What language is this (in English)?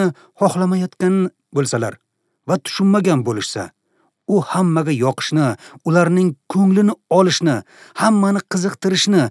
Uzbek